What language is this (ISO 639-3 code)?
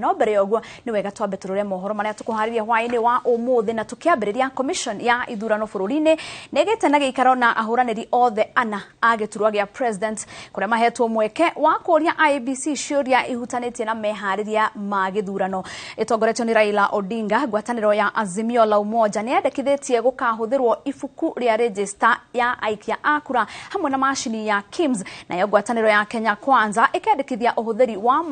kik